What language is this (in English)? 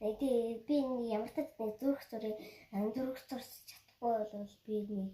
Mongolian